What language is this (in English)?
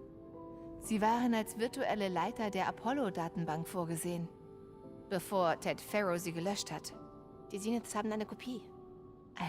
Bavarian